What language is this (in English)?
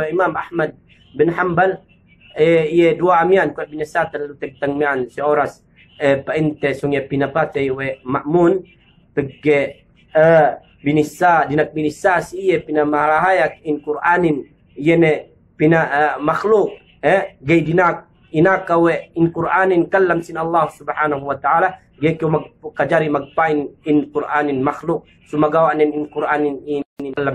Yakan